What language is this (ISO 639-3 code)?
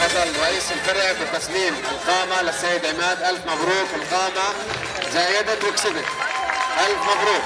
apc